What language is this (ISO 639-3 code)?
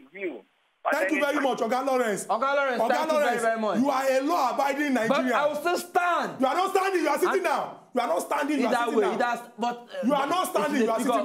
pcm